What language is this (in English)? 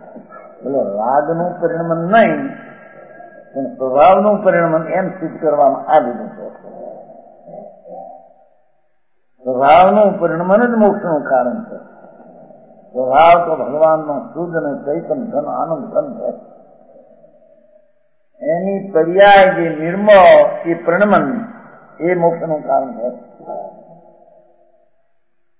Gujarati